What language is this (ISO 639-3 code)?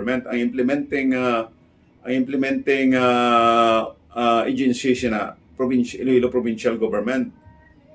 hil